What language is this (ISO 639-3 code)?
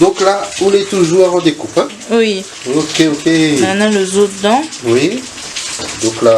rcf